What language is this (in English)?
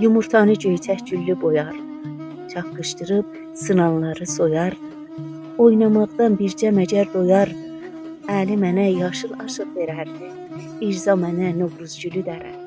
South Azerbaijani